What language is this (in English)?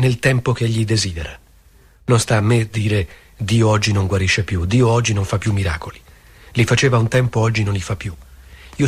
Italian